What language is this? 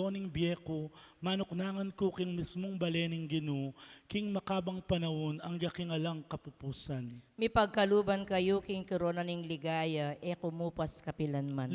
Pampanga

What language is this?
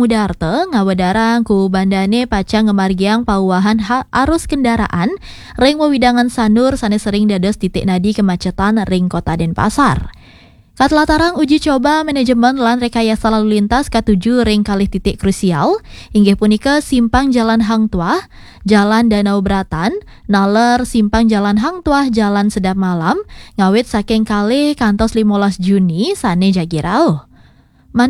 Balinese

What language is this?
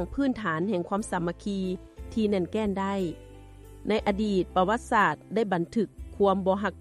Lao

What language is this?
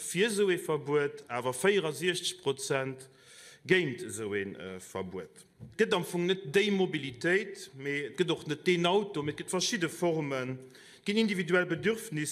Luxembourgish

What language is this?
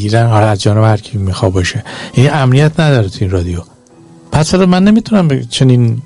Persian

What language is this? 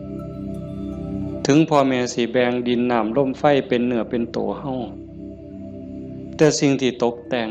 Lao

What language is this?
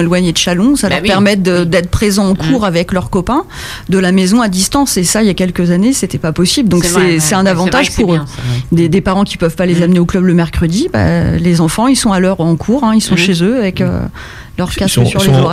French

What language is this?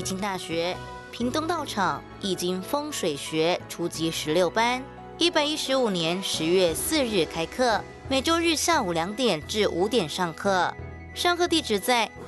Chinese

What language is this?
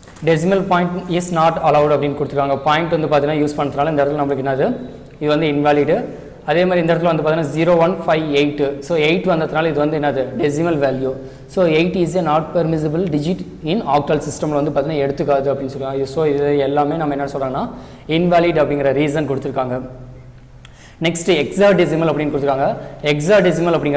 Tamil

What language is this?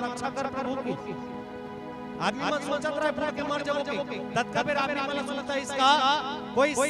Chhattisgarhi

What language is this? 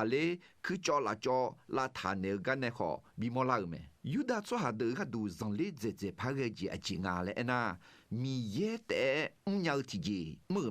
Akha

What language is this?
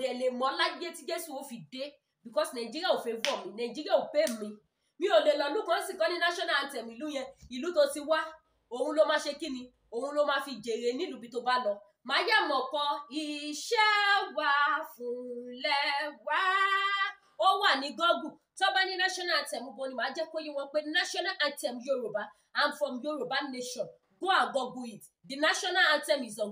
Yoruba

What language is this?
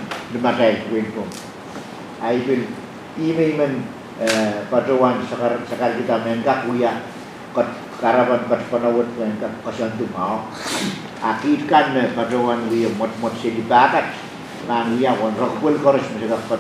Pohnpeian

